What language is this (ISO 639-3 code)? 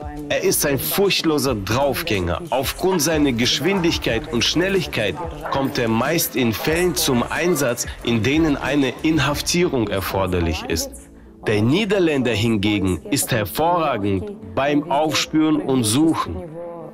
deu